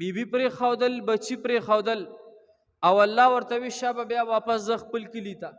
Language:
Pashto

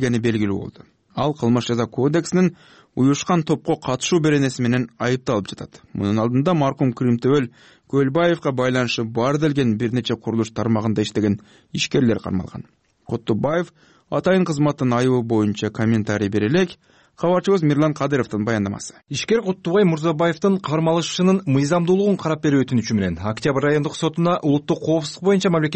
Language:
Kyrgyz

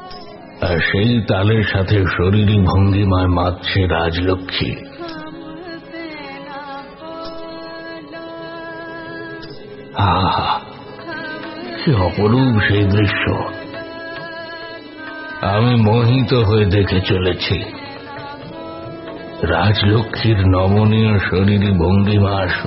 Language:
Bangla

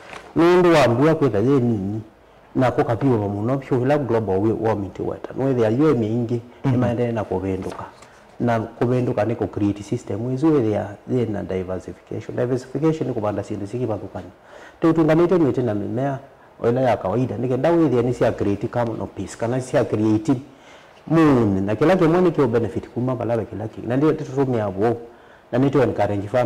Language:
Kamba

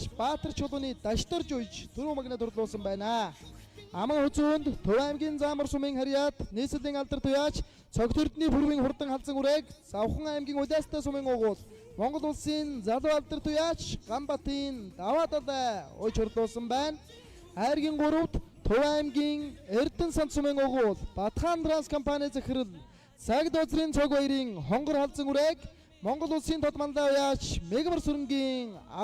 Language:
Mongolian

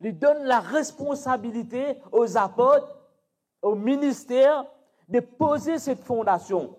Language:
Morisyen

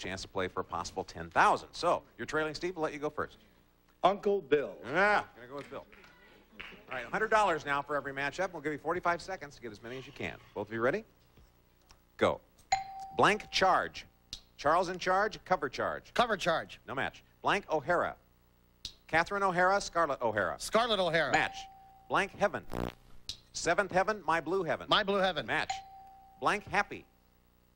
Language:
English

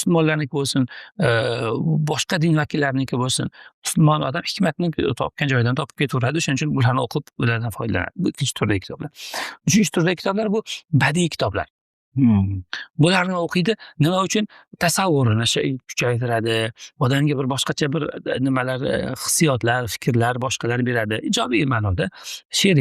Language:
Uzbek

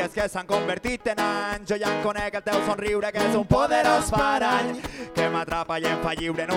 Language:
Catalan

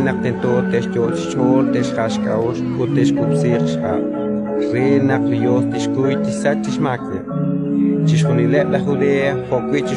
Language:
Kekchí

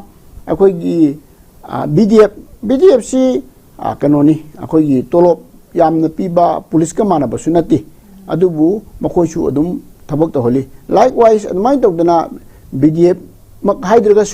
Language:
Manipuri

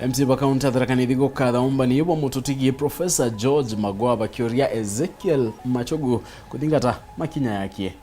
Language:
Meru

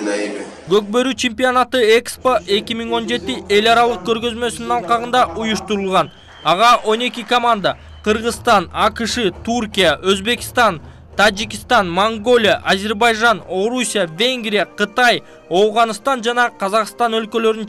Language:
Kyrgyz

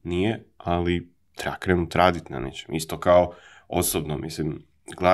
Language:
Croatian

